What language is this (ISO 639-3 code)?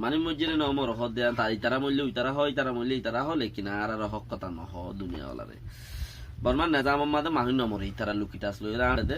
rhg